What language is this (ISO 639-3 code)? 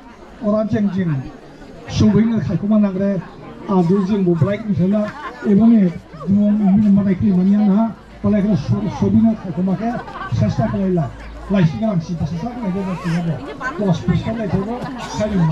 dis